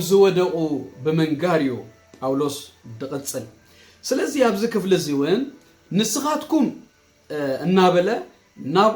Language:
Tigrinya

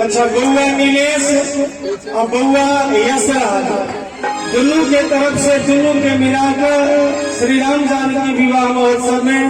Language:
Maithili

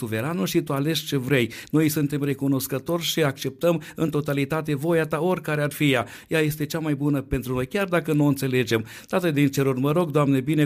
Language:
Romanian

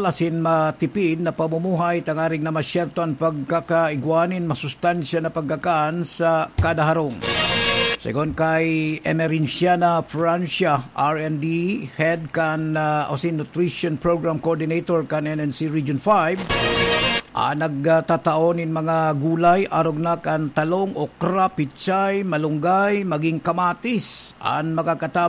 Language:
Bikol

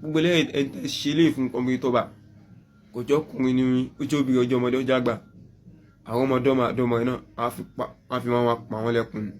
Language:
Yoruba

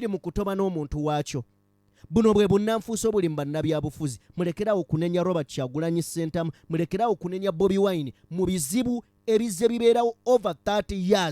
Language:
Ganda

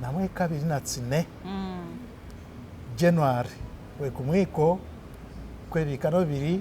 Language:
Masaaba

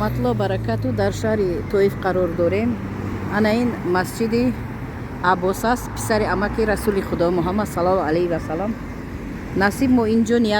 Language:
Tajik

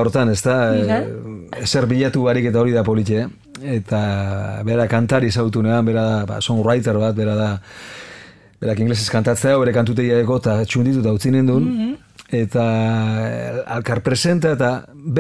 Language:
Basque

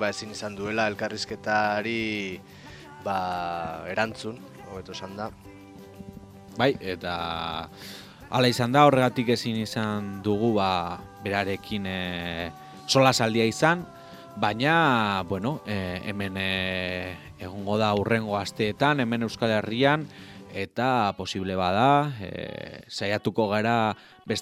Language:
Basque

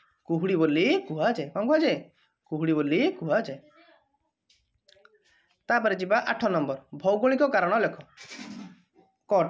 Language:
Odia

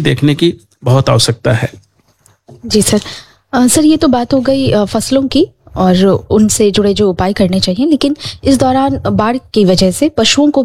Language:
Hindi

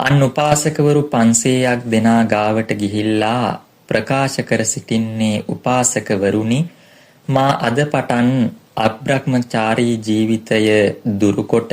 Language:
Sinhala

